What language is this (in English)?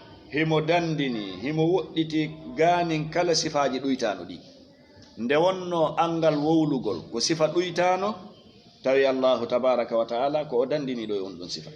Fula